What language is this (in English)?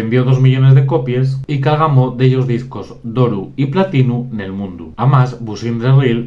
Asturian